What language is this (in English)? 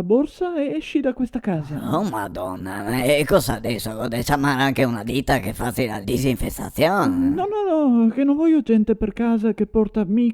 Venetian